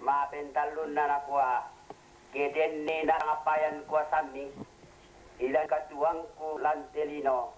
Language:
Toraja-Sa'dan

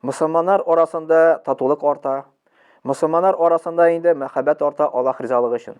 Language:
Tatar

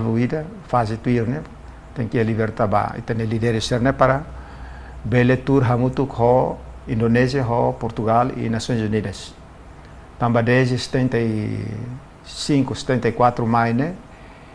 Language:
Tetum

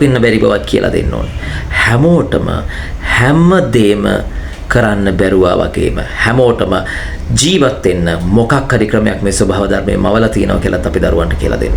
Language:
Sinhala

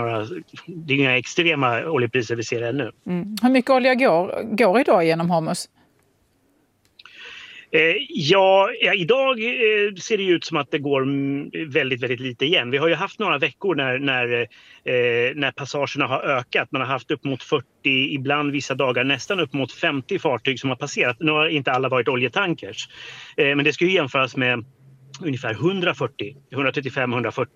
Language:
Swedish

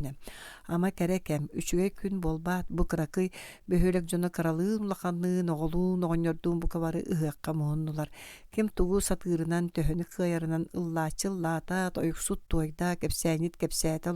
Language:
Yakut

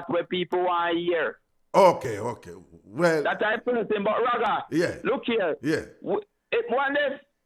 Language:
Jamaican Creole English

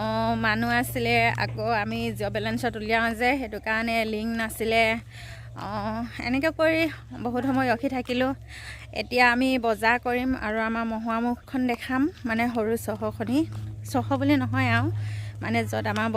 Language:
Assamese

